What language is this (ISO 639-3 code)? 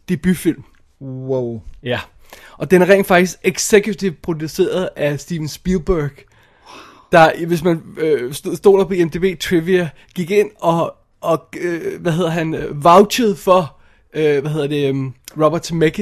dan